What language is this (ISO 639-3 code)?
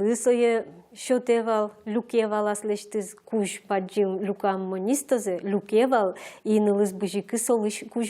udm